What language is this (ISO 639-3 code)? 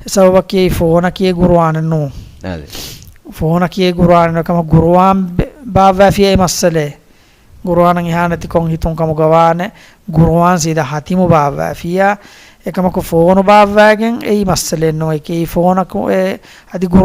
div